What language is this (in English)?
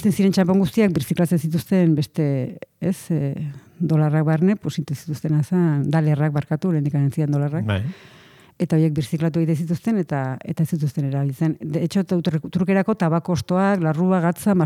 Basque